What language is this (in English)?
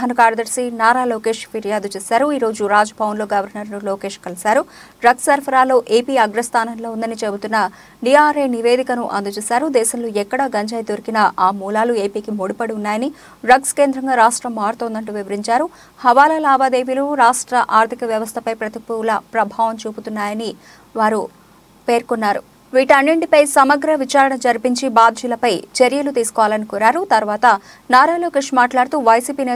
Telugu